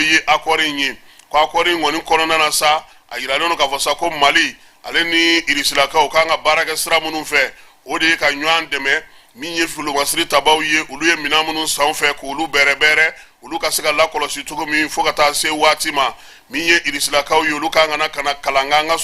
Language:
Bambara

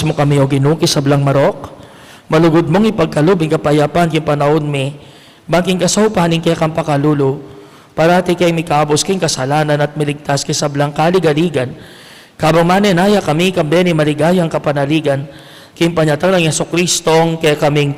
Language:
Pampanga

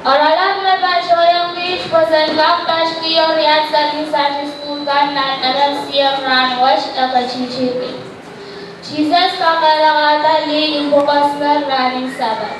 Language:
Pohnpeian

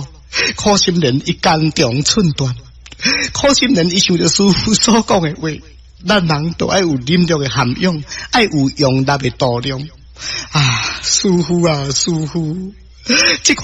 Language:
Min Nan Chinese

